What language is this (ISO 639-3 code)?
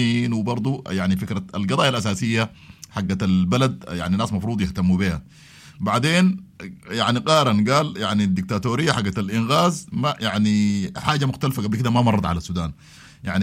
apd